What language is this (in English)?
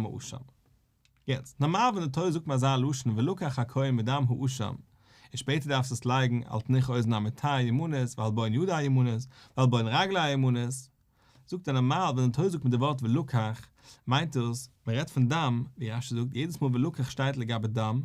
Yiddish